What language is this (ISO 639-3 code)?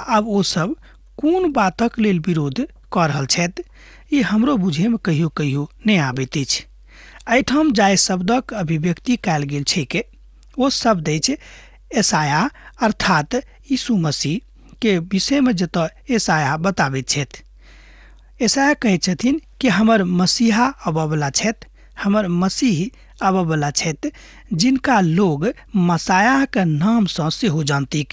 mai